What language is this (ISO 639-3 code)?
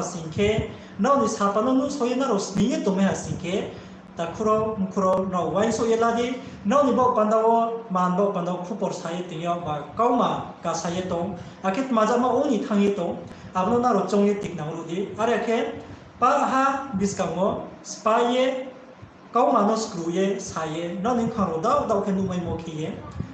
ria